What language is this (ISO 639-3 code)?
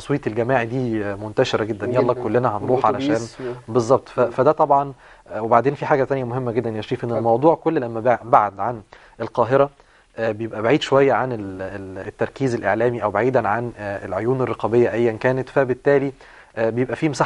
arz